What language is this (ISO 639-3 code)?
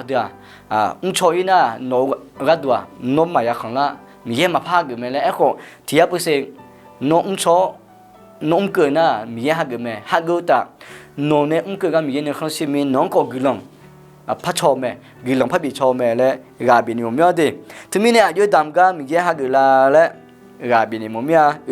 ahk